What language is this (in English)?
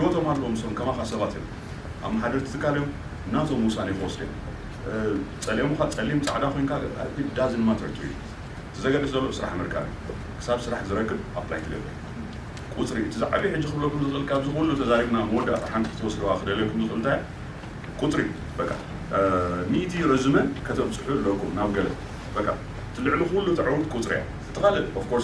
Tigrinya